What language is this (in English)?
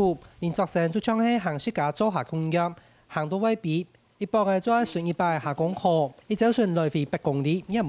Hakka Chinese